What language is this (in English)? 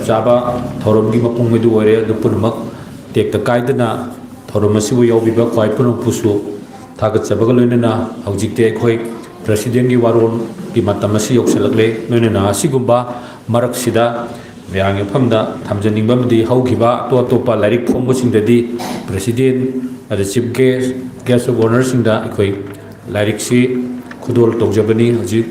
Manipuri